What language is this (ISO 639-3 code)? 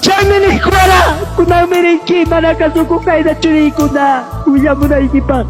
quy